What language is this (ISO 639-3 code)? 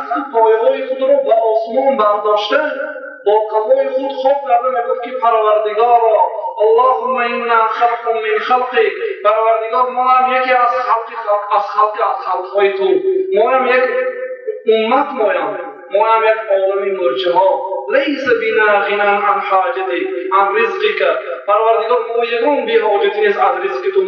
tgk